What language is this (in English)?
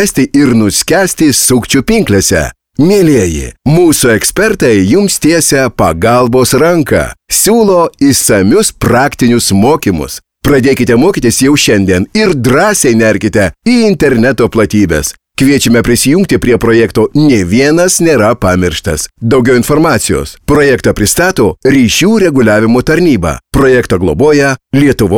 Lithuanian